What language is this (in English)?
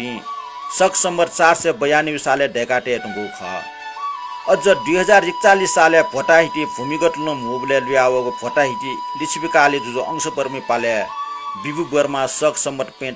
Newari